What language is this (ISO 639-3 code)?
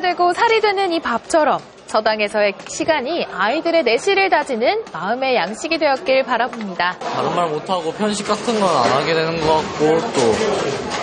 kor